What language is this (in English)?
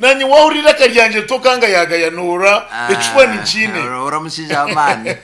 Nyankole